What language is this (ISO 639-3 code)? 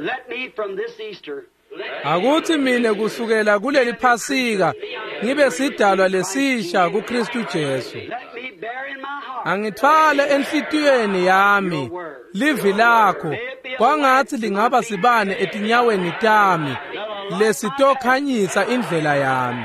ssw